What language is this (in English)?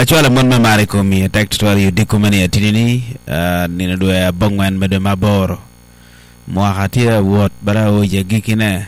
Acoli